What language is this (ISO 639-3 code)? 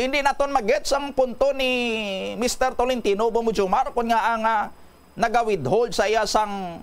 hil